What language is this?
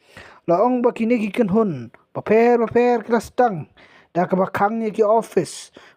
Khasi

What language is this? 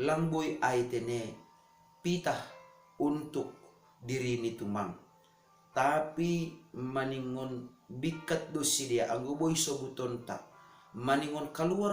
Batak Simalungun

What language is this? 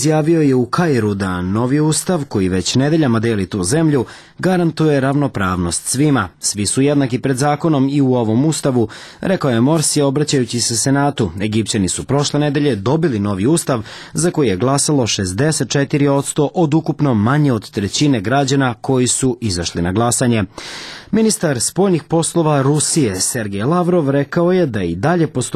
Serbian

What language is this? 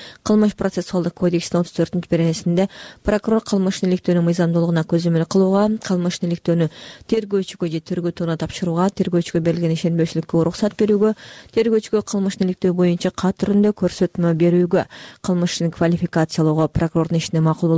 Kyrgyz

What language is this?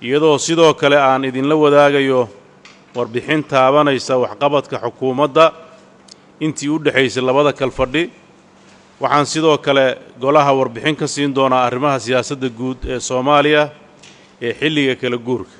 Somali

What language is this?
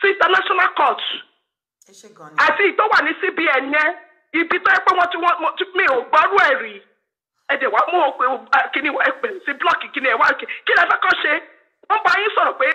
Yoruba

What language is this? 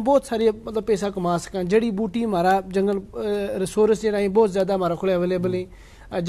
Gujari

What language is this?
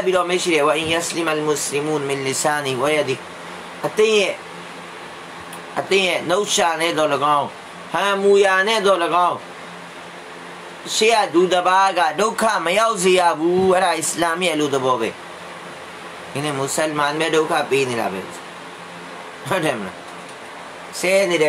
Burmese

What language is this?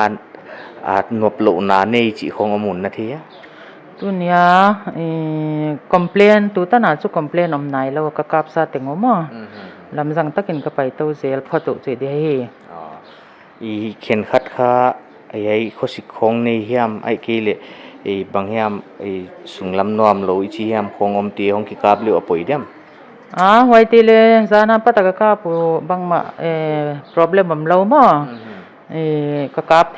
Paite Chin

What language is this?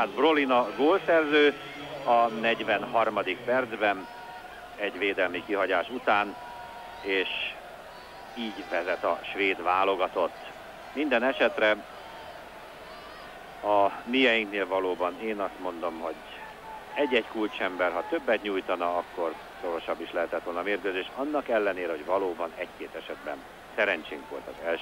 Hungarian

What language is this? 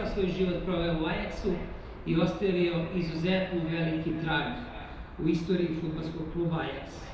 Serbian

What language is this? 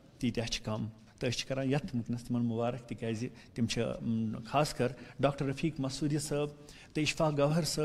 Kashmiri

